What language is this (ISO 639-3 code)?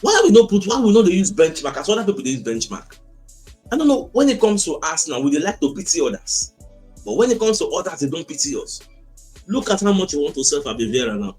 pcm